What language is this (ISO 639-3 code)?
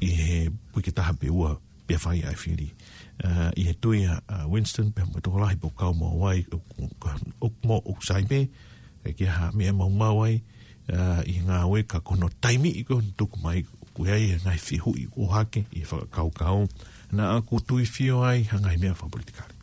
ton